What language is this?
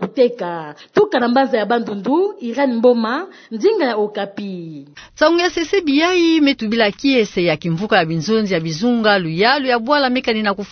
Kituba (Democratic Republic of Congo)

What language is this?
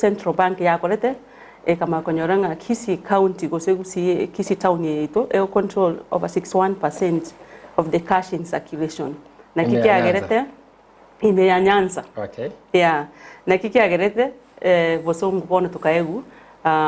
Gusii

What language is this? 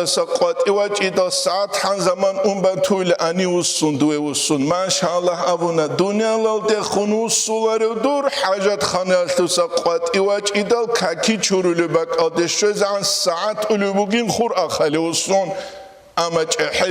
Avaric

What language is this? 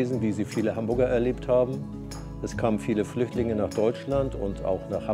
German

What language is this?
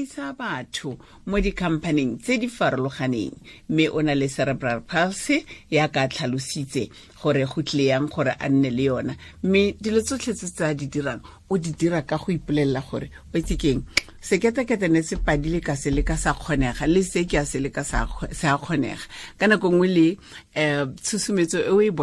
Tswana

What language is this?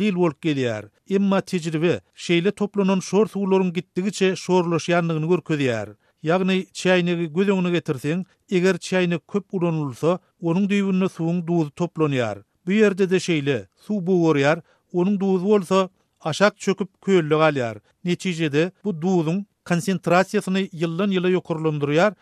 Turkmen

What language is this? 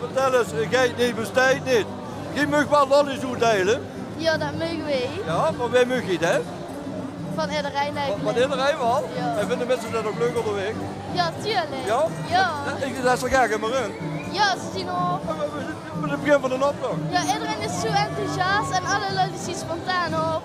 Limburgish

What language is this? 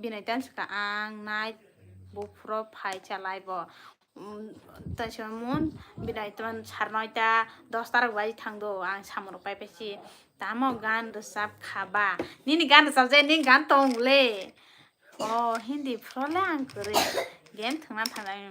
Kok Borok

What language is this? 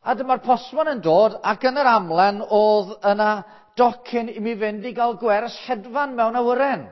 Welsh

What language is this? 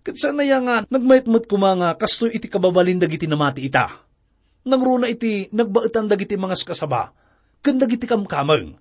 Iloko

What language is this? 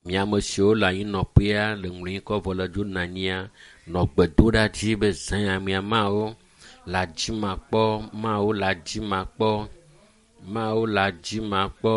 Ewe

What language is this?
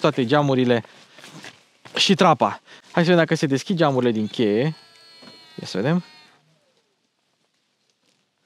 Romanian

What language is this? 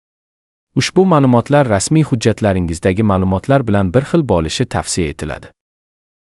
Uzbek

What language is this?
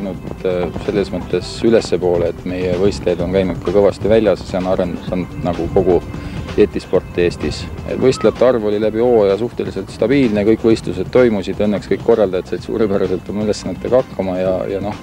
Estonian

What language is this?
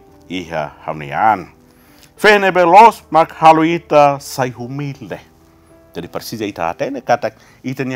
Tetum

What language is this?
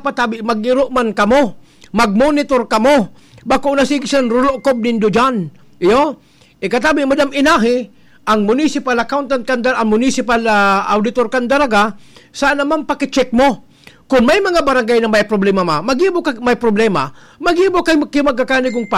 Bikol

